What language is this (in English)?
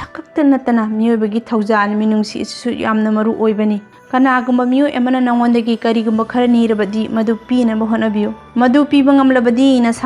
Manipuri